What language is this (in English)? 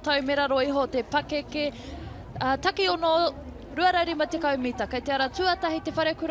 Māori